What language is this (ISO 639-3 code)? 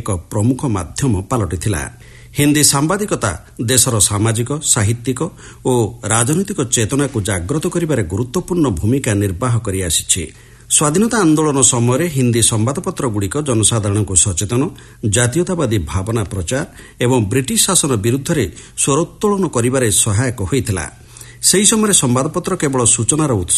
ori